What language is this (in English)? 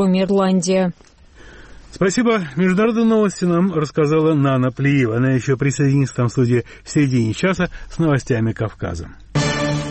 Russian